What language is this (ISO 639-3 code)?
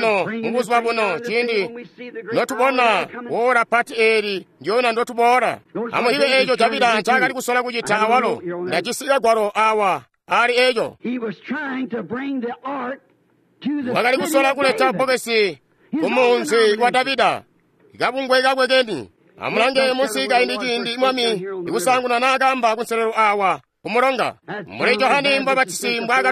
toi